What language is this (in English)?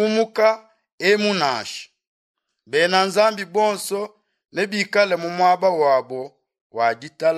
Luba-Lulua